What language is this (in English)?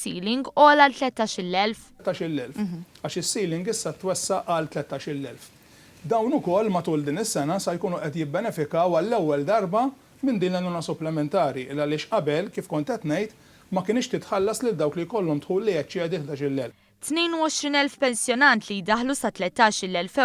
Maltese